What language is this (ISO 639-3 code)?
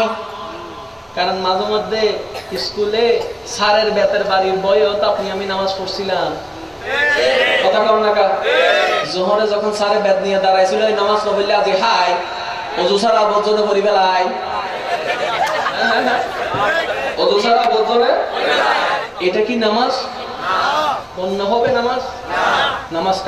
ben